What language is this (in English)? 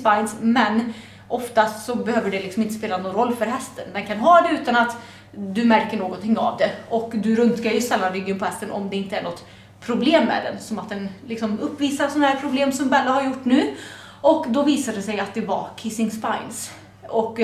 Swedish